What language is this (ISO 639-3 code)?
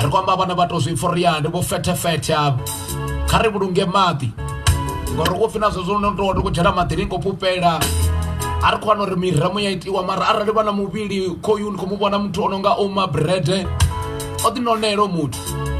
ven